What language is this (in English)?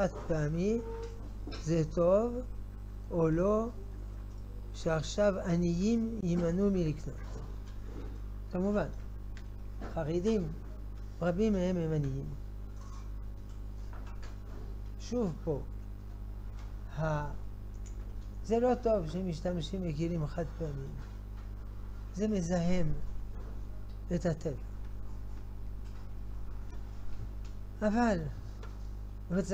Hebrew